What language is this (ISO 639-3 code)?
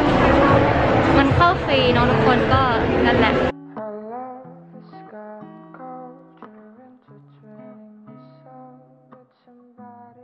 tha